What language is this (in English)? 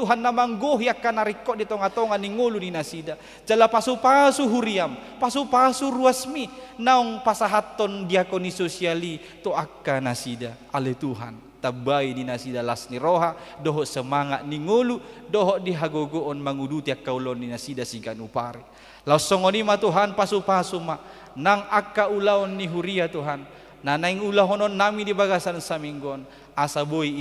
Batak Toba